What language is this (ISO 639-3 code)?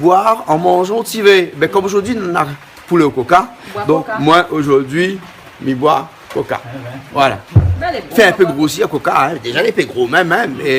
rcf